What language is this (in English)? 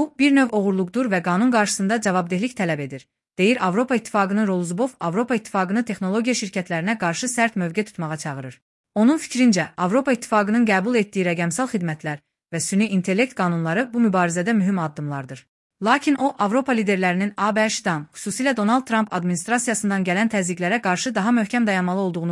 Azerbaijani